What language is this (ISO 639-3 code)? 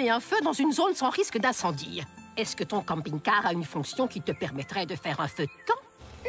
fra